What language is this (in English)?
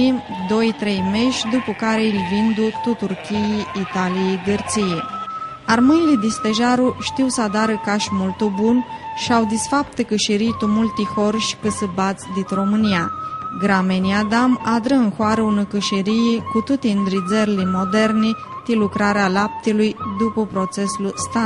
Aromanian